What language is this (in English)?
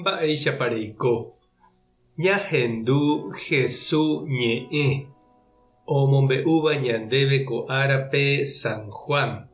Guarani